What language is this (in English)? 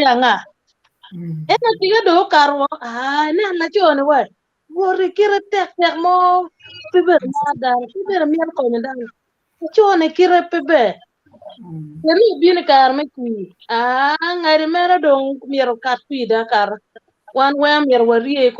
Acoli